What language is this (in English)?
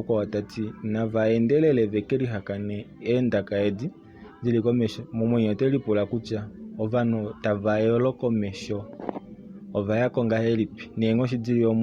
Kuanyama